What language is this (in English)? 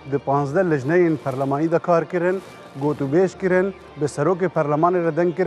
Kurdish